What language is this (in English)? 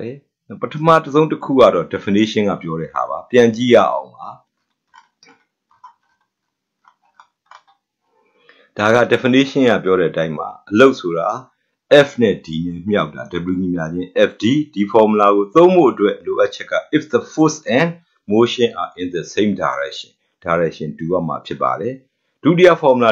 Burmese